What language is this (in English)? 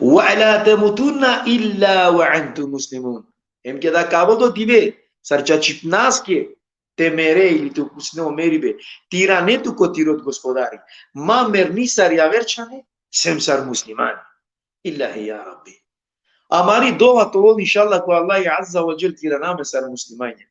Balkan Romani